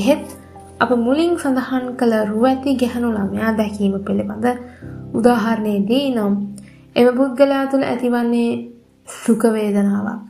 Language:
Sinhala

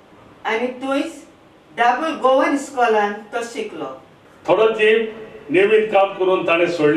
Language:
Konkani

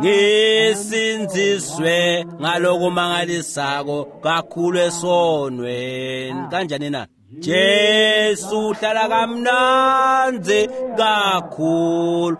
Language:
Swati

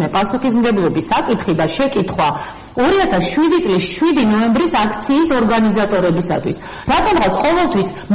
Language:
Georgian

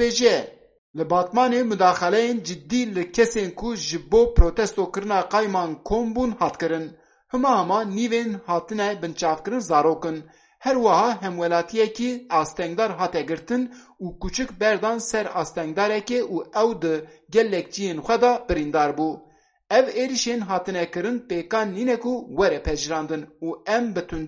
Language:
Kurdish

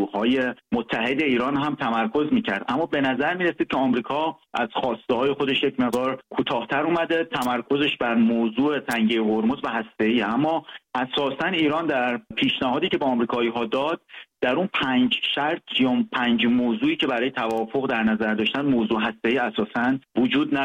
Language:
Persian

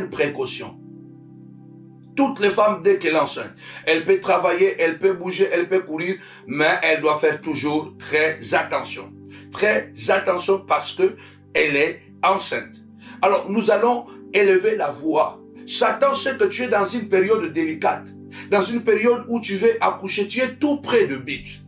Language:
French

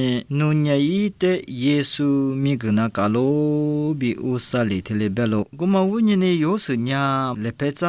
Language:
Lisu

